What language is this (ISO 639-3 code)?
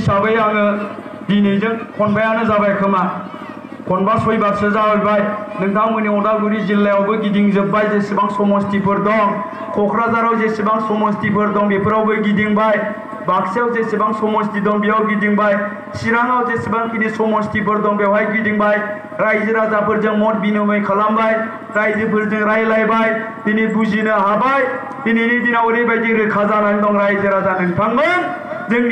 brx